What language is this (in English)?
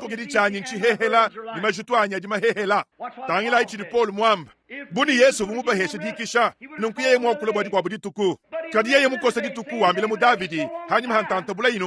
Luba-Lulua